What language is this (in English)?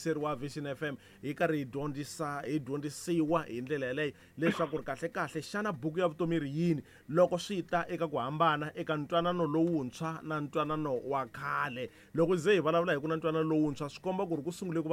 Tsonga